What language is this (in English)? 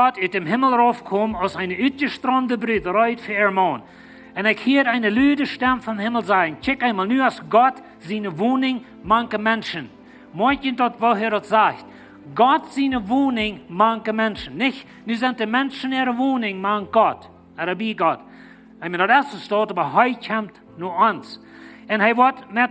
Plautdietsch